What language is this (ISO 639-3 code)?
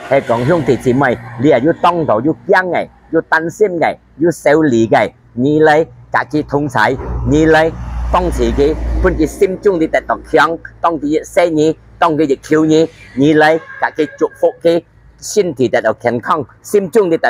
hak